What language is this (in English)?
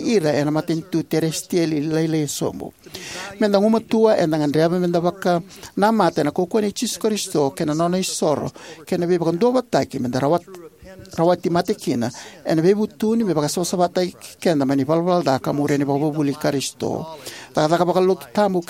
Fijian